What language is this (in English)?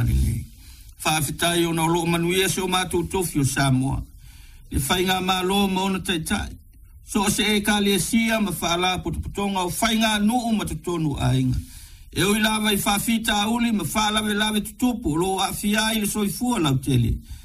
Samoan